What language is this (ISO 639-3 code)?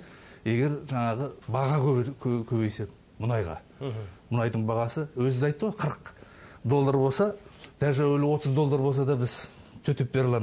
kaz